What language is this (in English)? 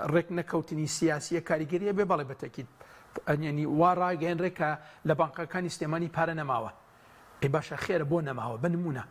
Central Kurdish